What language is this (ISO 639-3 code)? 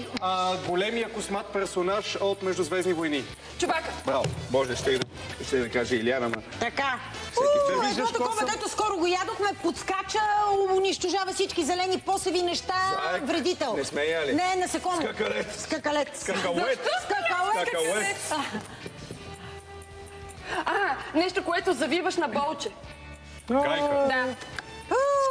bul